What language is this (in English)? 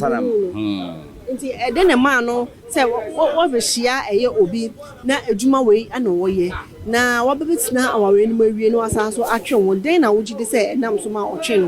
Akan